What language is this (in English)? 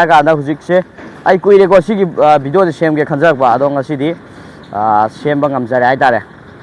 Manipuri